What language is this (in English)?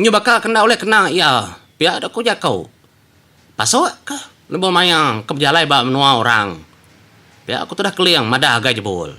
Iban